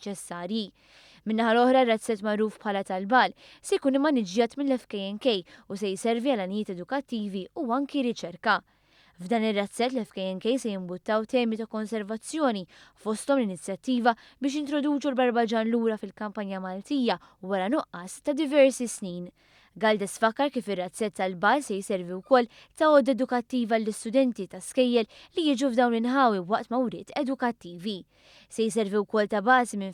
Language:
Maltese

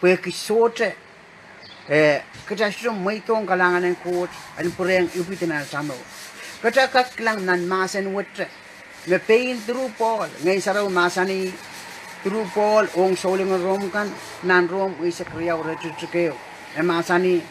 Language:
Pohnpeian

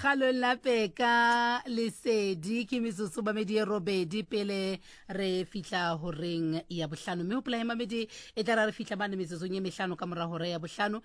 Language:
Southern Sotho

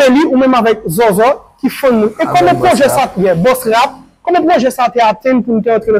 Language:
Haitian Creole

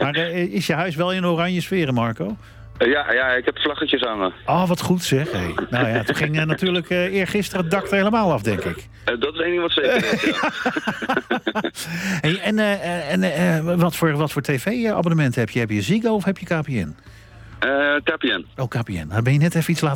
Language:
Dutch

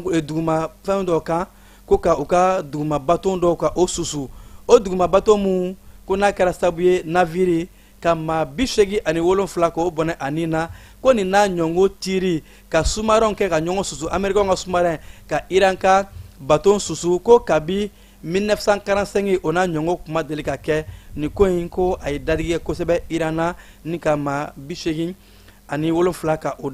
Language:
Bambara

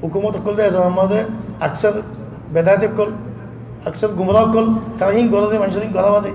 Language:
Rohingya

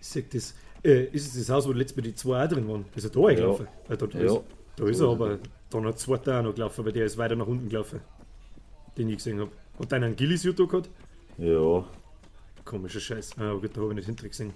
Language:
Bavarian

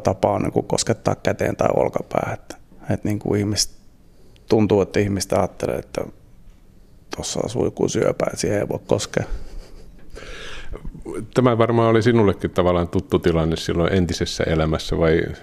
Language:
Finnish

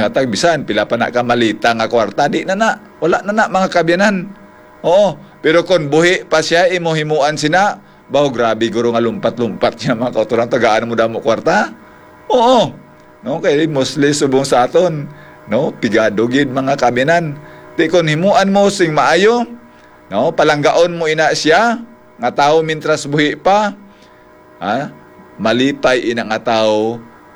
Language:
Hiligaynon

